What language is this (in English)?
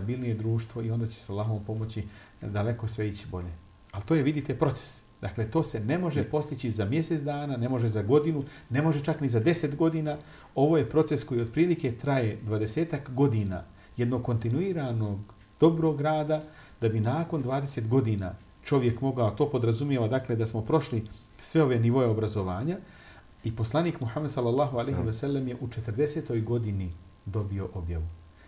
Bosnian